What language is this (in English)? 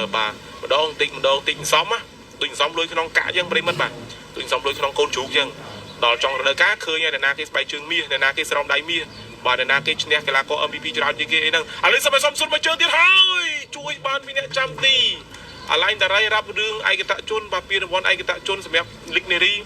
Khmer